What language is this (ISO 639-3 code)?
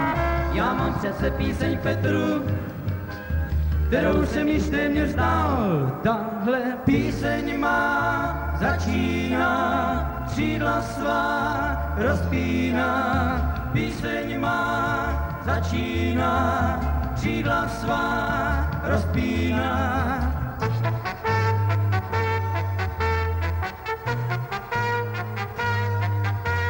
ces